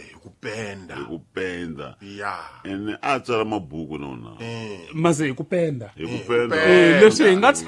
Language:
Tsonga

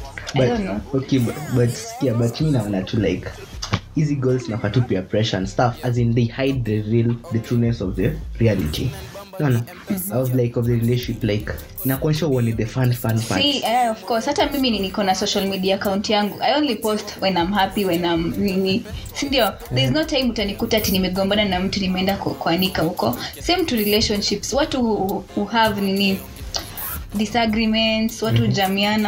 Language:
Swahili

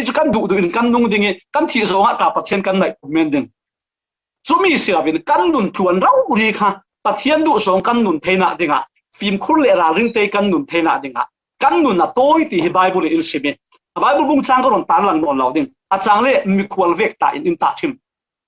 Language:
Falam Chin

